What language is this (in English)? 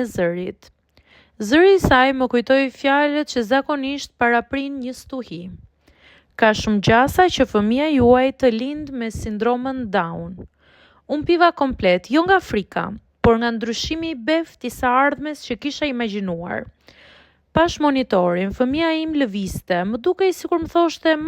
Albanian